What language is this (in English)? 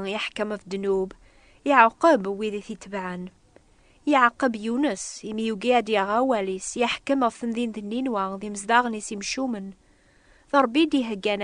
Kabyle